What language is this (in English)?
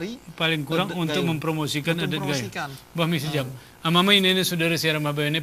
Gayo